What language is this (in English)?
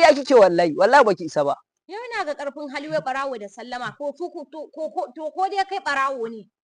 Hausa